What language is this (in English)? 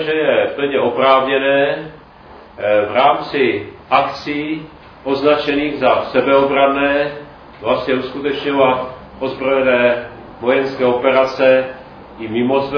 Czech